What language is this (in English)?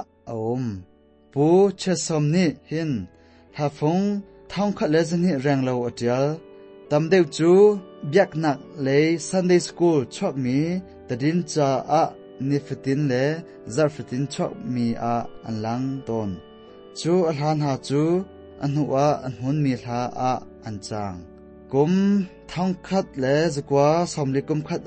Hakha Chin